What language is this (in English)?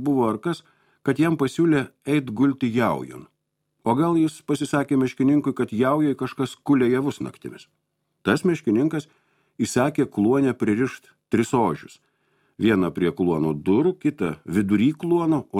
Lithuanian